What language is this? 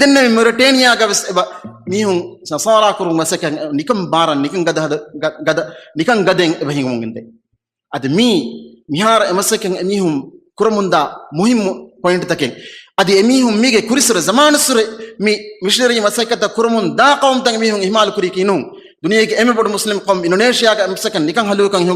Divehi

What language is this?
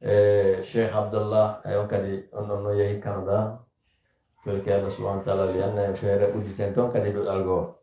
Pular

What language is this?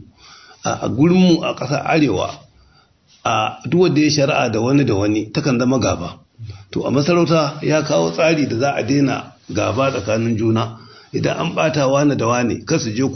Hausa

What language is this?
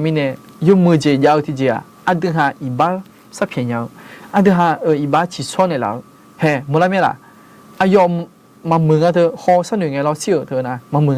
Akha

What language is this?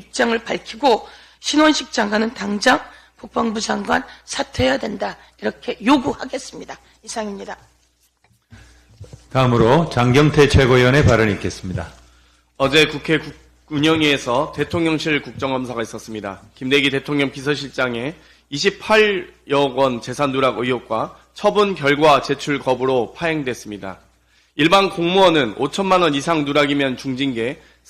Korean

